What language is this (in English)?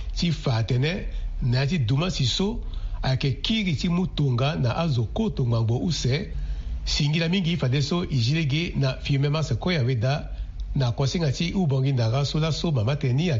Sango